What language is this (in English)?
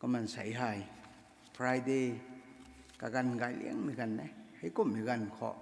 Rongmei Naga